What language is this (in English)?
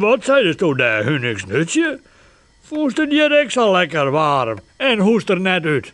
Western Frisian